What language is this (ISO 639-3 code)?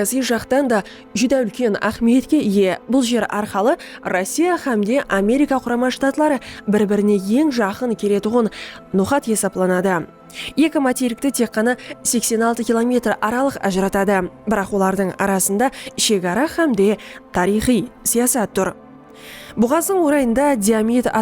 kaa